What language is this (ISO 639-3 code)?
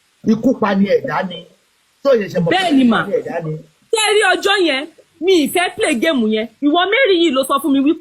yor